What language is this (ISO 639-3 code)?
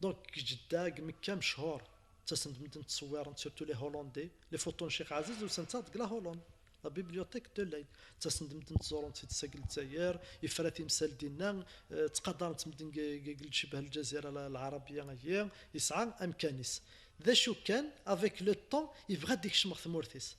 kab